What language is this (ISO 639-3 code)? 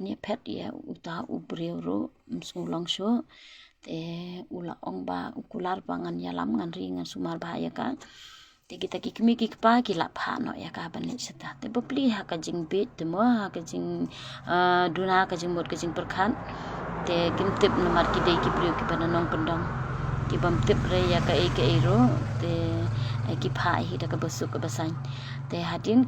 kha